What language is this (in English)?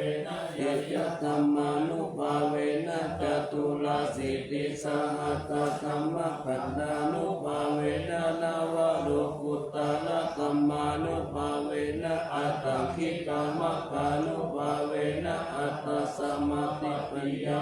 Pali